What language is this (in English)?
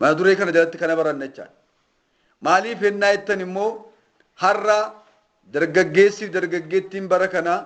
Oromo